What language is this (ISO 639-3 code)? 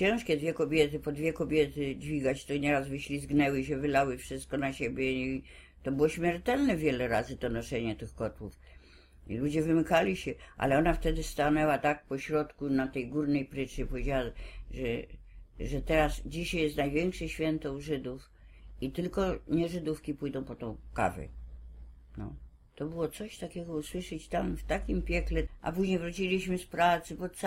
pol